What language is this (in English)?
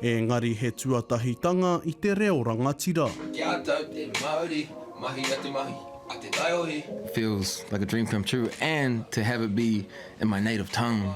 Māori